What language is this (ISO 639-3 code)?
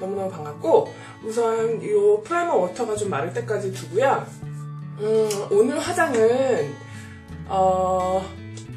kor